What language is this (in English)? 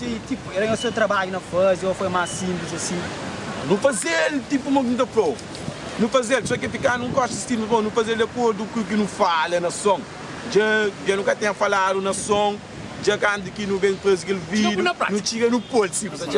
Kabuverdianu